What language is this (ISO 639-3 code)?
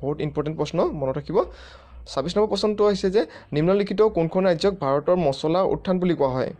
asm